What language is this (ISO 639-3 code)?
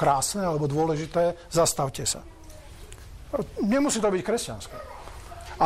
slk